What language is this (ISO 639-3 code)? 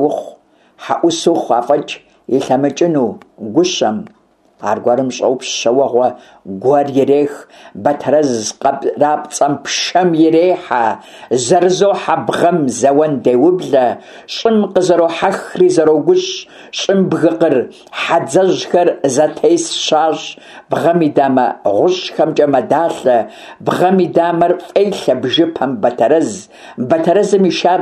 kbd